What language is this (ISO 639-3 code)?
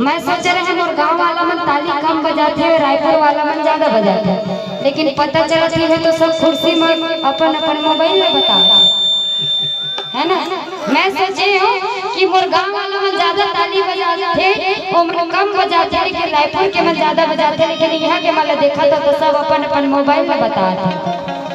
hne